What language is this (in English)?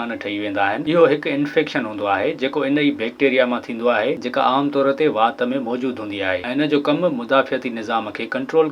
Sindhi